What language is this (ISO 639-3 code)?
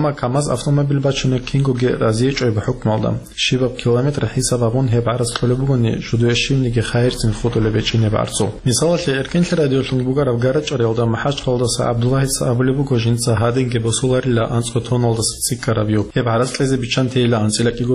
ava